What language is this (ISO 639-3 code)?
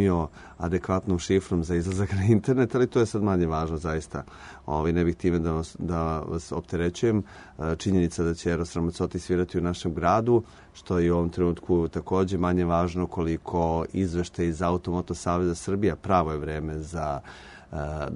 srp